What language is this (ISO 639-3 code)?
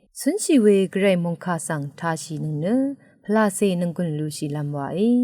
raw